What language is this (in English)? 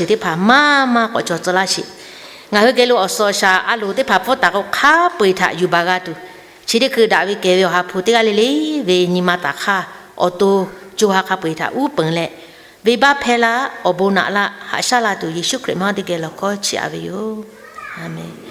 Lahu